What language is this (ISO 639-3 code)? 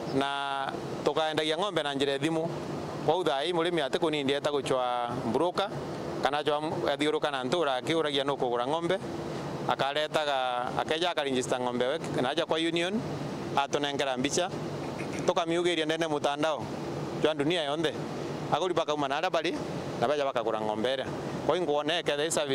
mer